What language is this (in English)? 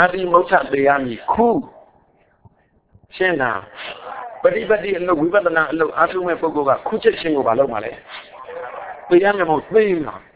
Burmese